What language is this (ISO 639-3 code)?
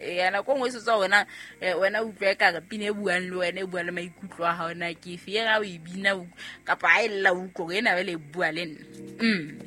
sot